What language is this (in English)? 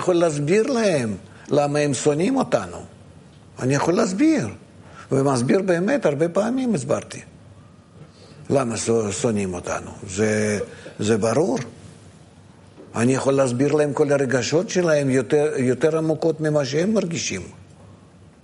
Hebrew